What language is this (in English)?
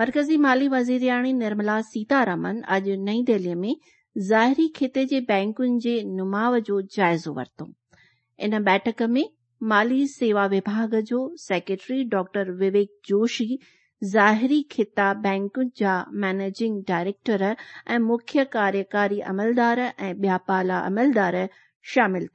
Sindhi